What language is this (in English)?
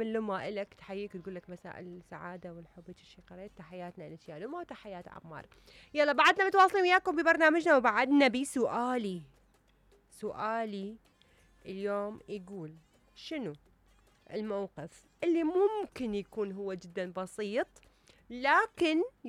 Mesopotamian Arabic